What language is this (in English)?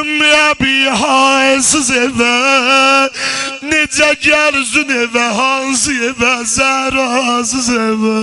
South Azerbaijani